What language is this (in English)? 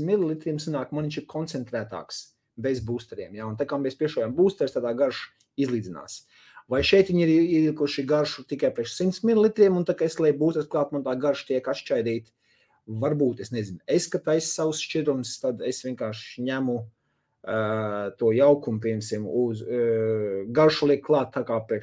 Latvian